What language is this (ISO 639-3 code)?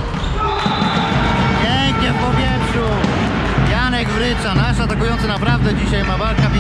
pol